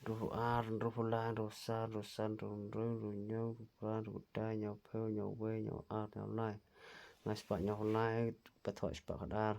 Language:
Khasi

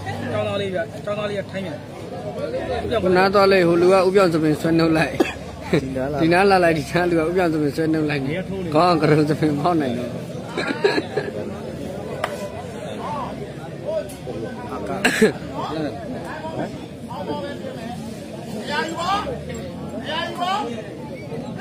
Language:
Burmese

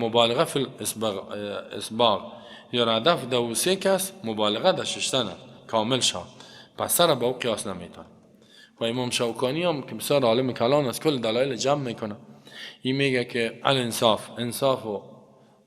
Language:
Persian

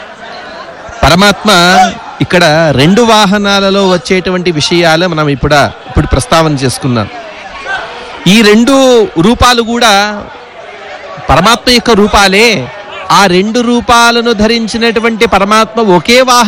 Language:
Telugu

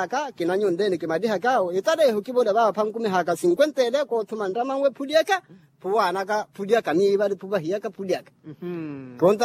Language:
Makhuwa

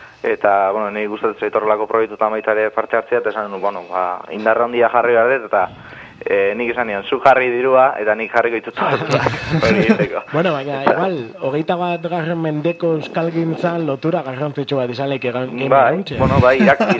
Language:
Basque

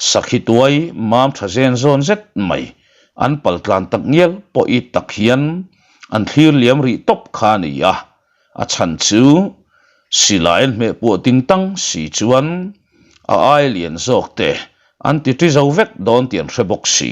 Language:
Mizo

